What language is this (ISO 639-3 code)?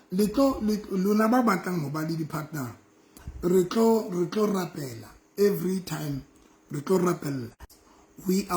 sot